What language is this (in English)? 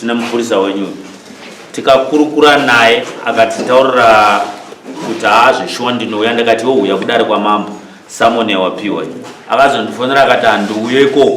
Shona